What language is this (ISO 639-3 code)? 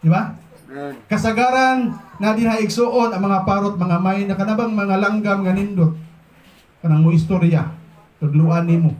ceb